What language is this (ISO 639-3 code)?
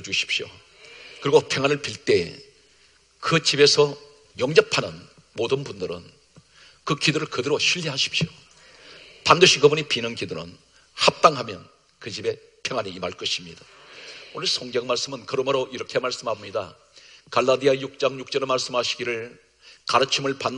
kor